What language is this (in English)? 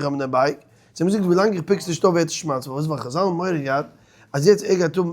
Yiddish